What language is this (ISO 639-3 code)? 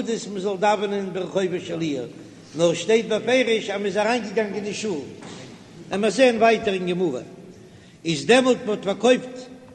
yid